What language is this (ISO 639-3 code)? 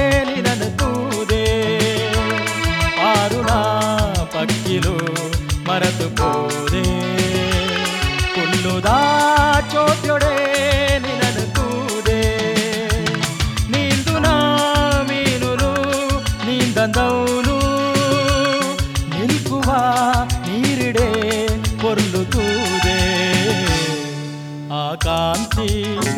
kan